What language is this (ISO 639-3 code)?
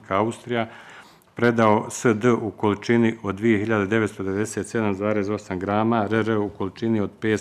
bos